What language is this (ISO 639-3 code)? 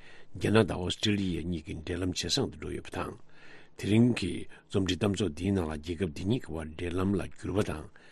bod